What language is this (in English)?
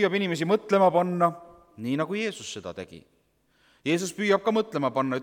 Estonian